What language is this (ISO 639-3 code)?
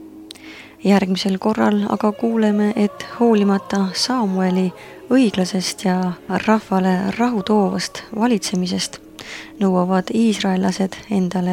est